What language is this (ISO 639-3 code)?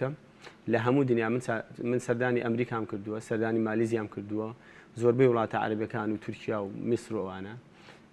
ckb